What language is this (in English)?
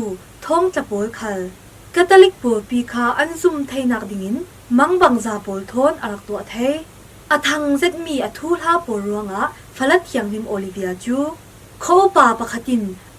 Falam Chin